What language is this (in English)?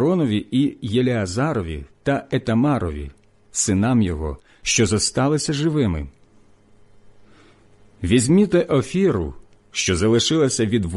Ukrainian